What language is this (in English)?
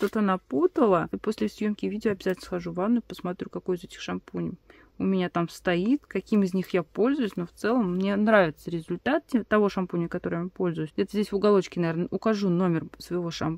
Russian